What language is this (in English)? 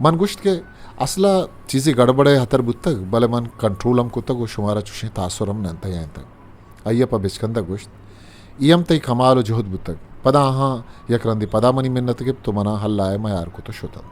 Eastern Balochi